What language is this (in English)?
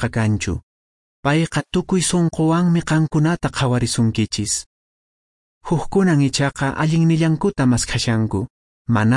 Quechua